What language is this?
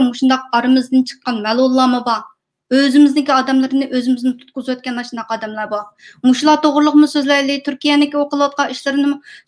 Uyghur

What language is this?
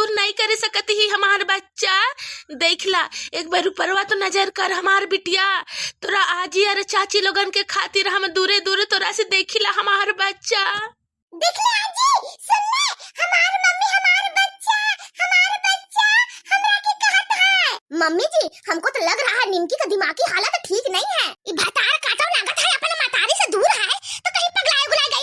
Bhojpuri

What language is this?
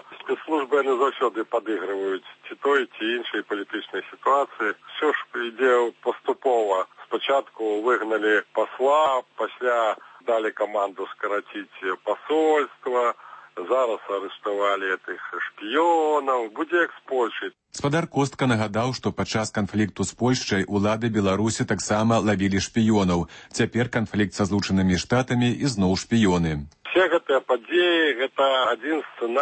Belarusian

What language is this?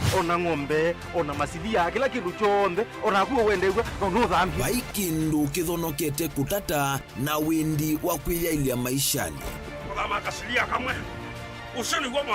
Kamba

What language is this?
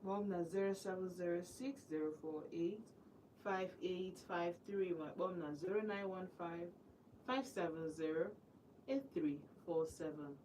Igbo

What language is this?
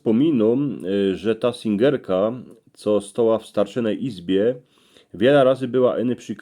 Silesian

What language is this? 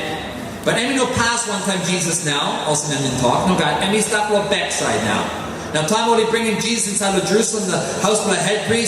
Tok Pisin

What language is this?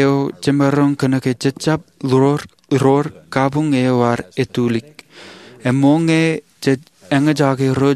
Marshallese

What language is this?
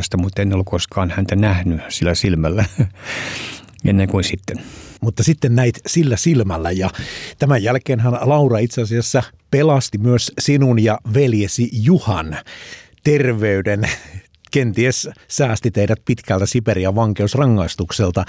Finnish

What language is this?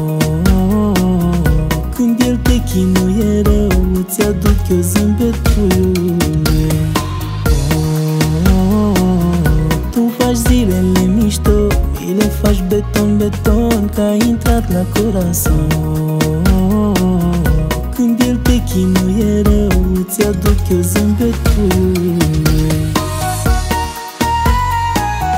Romanian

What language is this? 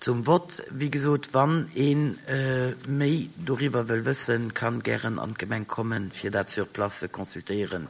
Luxembourgish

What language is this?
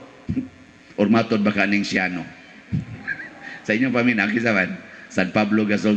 Cebuano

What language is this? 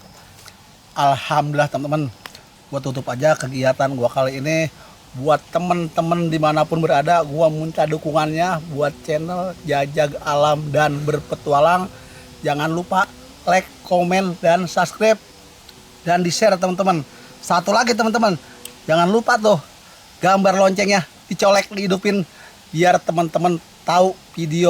Betawi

